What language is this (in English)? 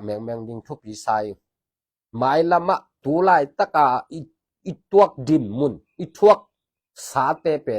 Tedim Chin